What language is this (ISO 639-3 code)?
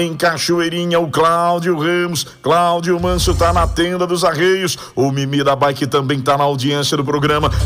por